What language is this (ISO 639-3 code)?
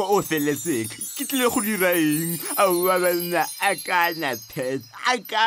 tsn